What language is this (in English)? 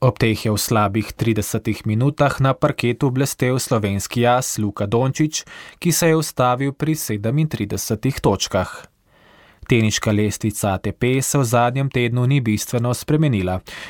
Slovenian